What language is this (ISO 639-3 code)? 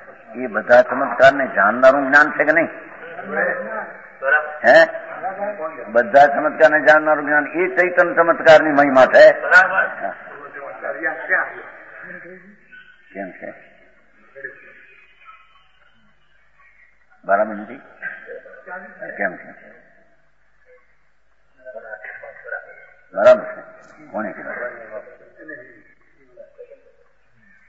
guj